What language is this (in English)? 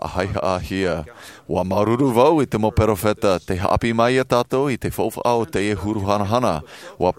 Tahitian